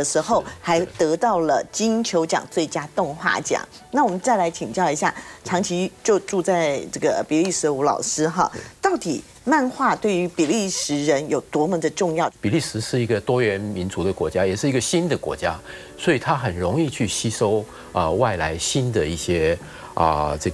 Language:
Chinese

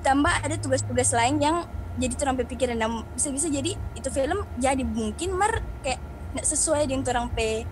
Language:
Manado Malay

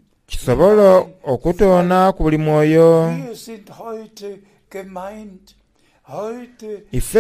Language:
Soga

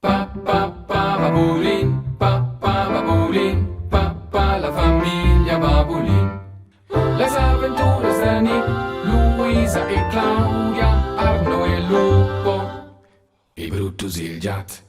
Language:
Romansh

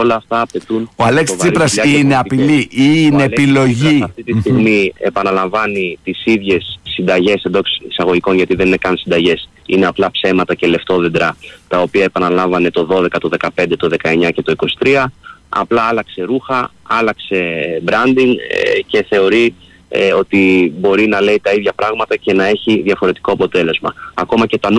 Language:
Greek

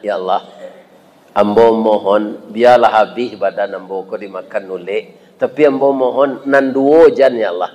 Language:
Minangkabau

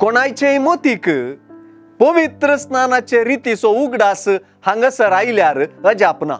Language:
Konkani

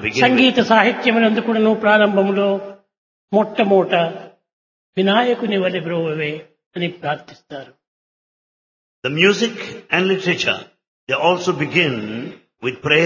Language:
Telugu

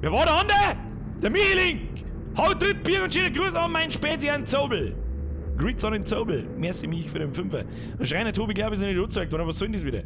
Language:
Bavarian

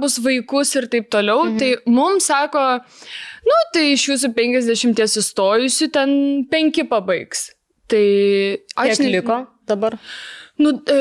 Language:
Lithuanian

